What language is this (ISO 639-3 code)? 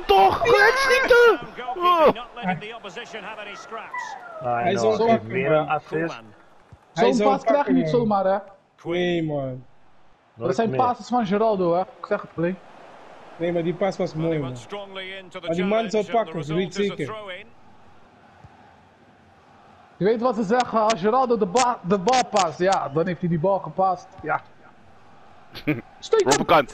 nld